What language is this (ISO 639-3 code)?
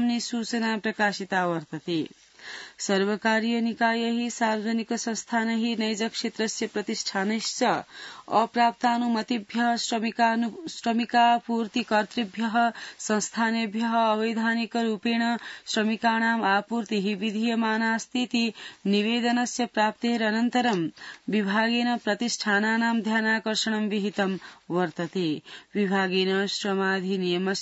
san